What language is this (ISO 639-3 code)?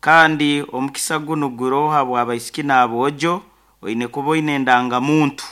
nyn